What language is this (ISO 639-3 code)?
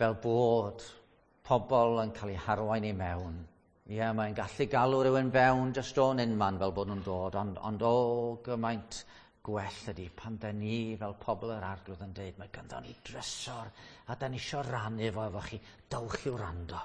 cym